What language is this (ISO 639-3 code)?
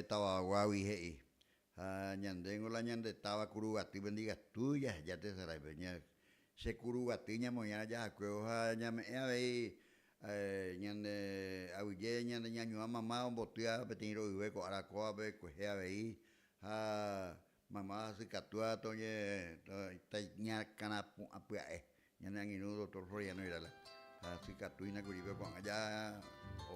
grn